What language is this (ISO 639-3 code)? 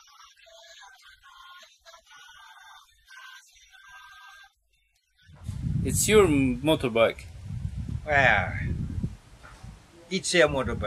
nor